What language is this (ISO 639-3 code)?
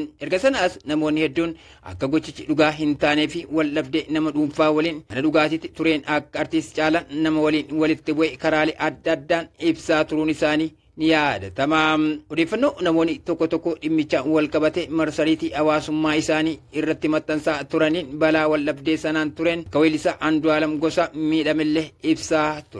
orm